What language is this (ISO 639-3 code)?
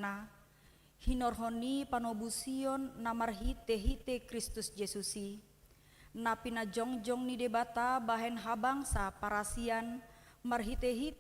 bbc